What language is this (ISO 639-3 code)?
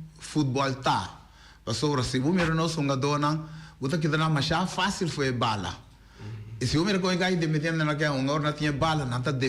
pap